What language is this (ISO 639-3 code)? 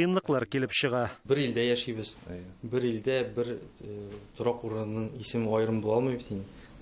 tat